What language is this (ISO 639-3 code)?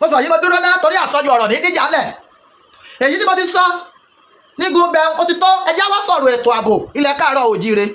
yor